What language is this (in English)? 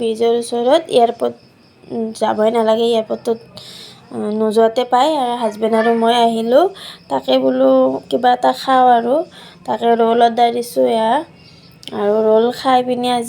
Assamese